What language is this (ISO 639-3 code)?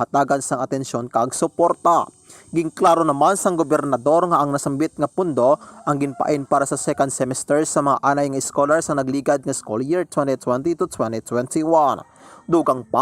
hil